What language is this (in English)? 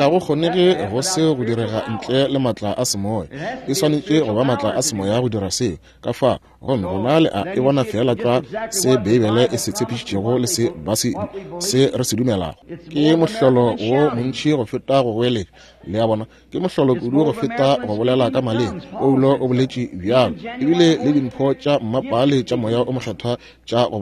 Northern Sotho